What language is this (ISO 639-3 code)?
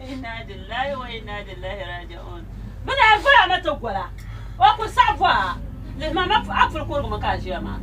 dag